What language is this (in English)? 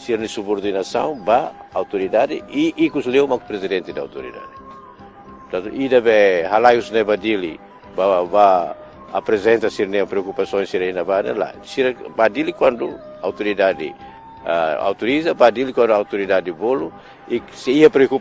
Tetum